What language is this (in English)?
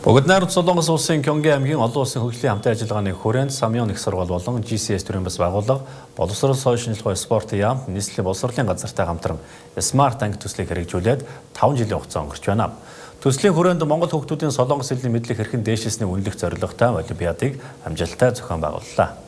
Mongolian